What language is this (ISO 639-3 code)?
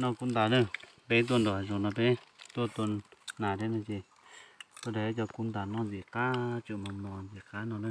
hmn